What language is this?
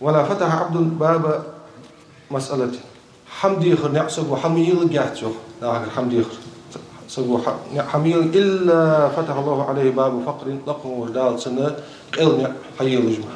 Ingush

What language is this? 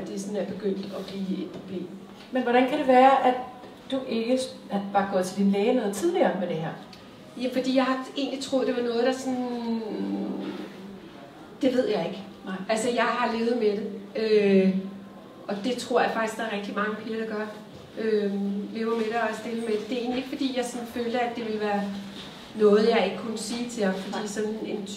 Danish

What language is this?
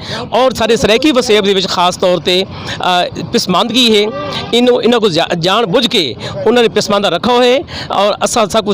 Saraiki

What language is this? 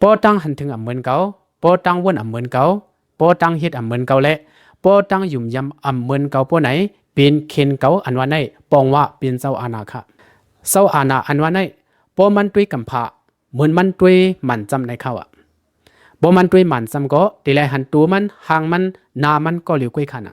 Shan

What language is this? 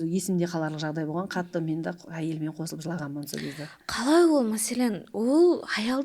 Kara-Kalpak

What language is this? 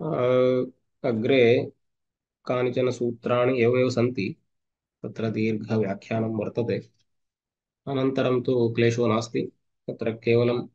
Sanskrit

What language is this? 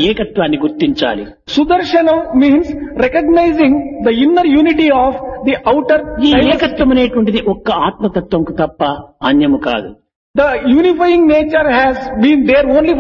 Telugu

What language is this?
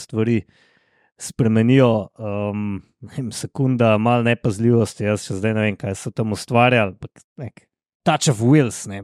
Slovenian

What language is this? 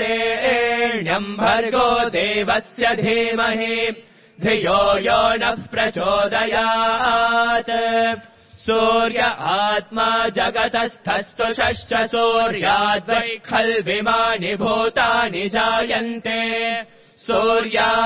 Sanskrit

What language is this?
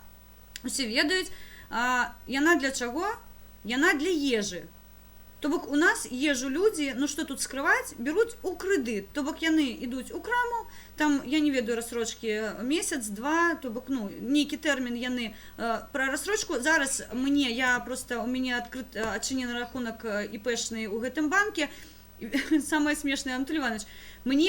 Belarusian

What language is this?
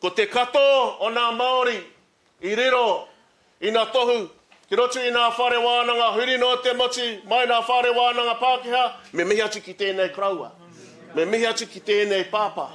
Māori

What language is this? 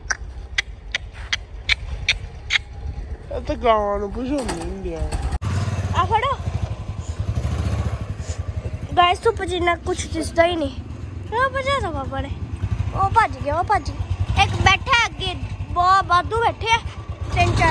Punjabi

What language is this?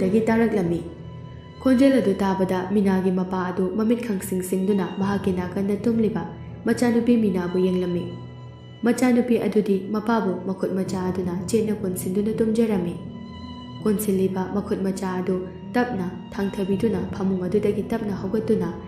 Manipuri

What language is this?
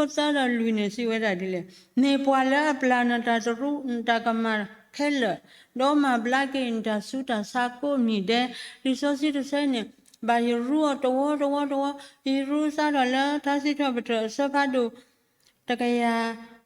S'gaw Karen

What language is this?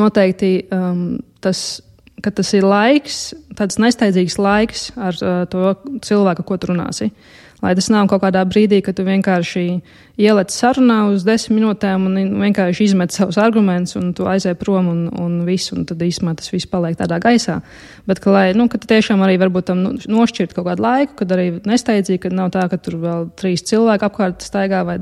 Latvian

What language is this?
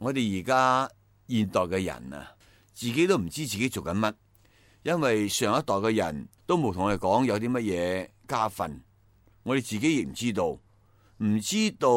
Cantonese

